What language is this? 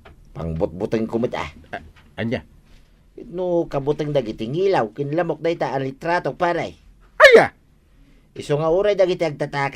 Iloko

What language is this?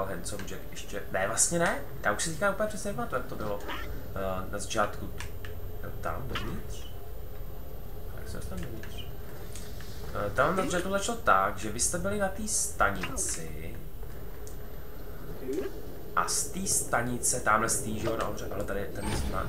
Czech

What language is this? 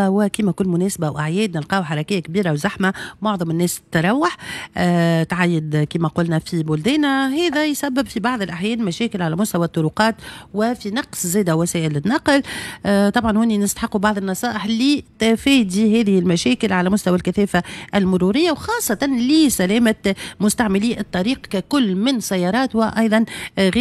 Tunisian Arabic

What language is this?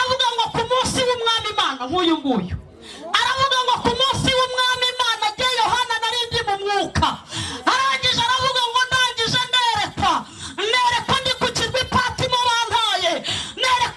Kinyarwanda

